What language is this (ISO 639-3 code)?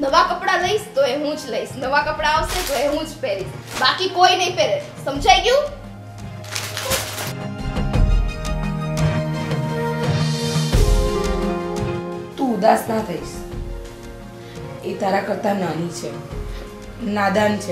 guj